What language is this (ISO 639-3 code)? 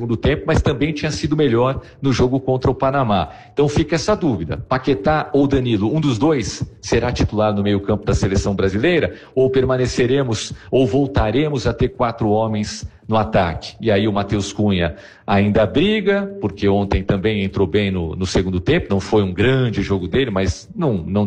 por